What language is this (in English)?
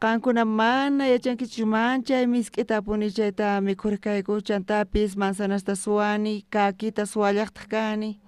South Bolivian Quechua